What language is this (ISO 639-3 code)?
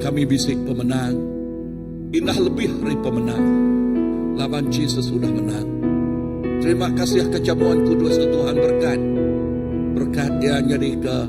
iba